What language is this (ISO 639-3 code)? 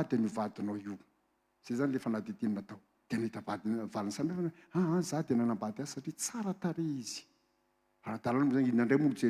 mlg